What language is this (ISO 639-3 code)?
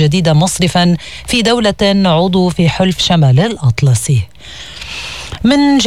ara